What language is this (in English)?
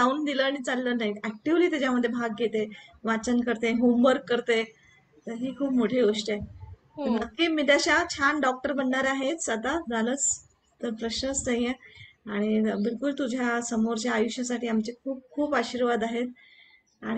Marathi